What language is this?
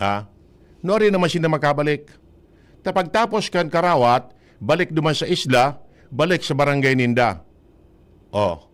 Bikol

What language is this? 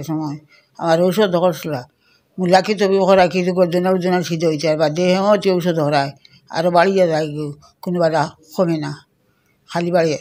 Sylheti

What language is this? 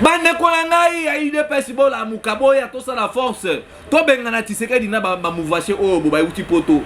Lingala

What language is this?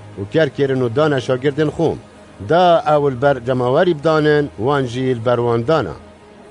Kurdish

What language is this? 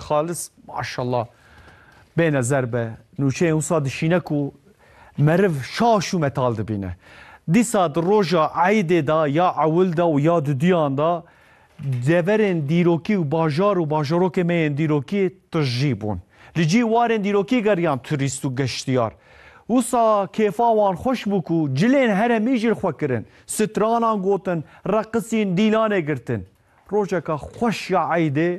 Kurdish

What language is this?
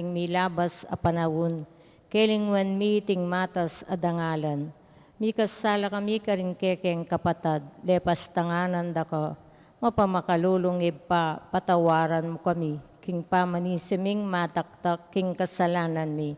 Pampanga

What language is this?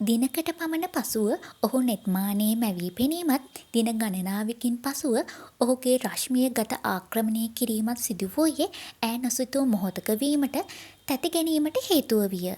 Sinhala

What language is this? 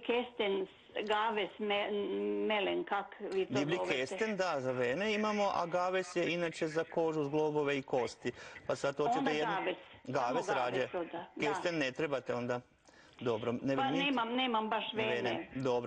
Croatian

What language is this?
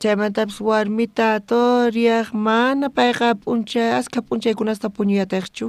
South Bolivian Quechua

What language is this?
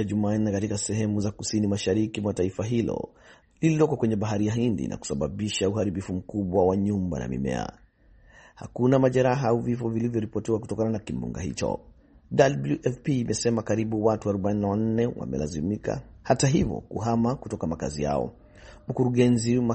Swahili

